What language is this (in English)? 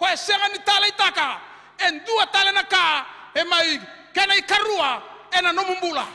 Fijian